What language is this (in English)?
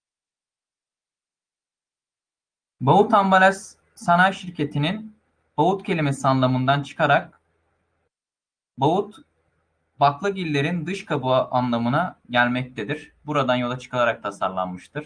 Turkish